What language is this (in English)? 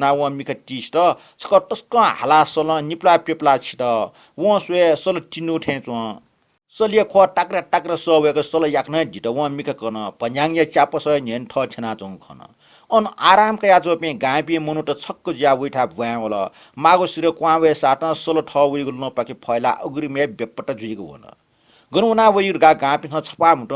Newari